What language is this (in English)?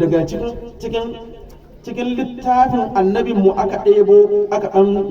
Hausa